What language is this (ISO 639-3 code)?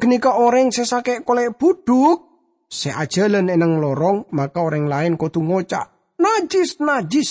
mad